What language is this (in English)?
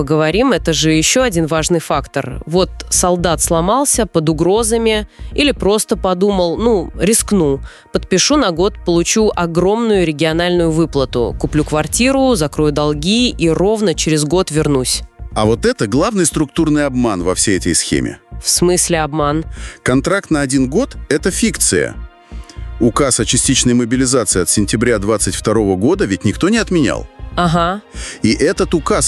Russian